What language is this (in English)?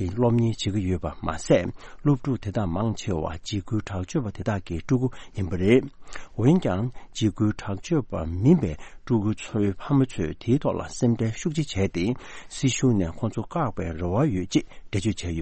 Tibetan